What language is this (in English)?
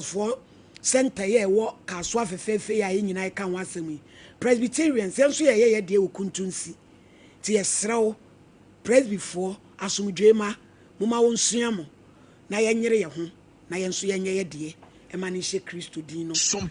Akan